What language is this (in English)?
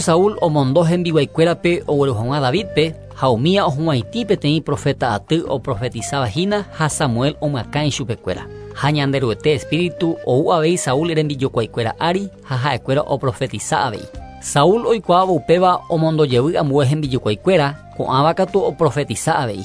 Guarani